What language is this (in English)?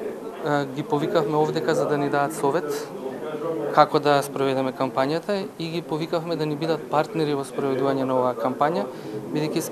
Macedonian